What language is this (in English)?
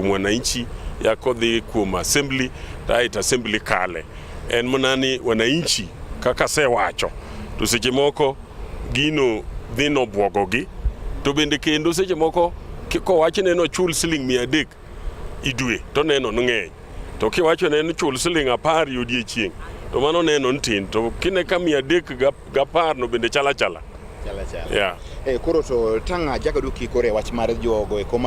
Luo (Kenya and Tanzania)